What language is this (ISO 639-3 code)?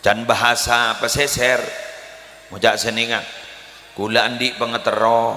mad